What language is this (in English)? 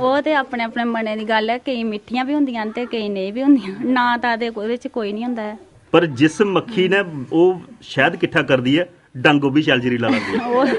Dogri